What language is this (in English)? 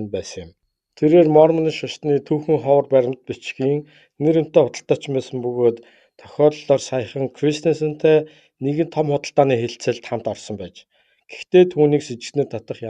Mongolian